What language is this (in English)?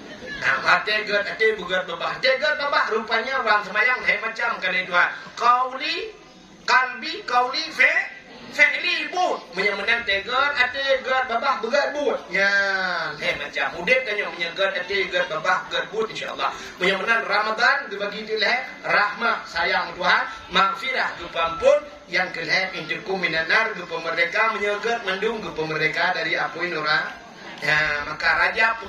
Achinese